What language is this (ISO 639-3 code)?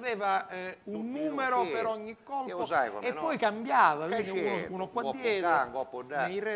scn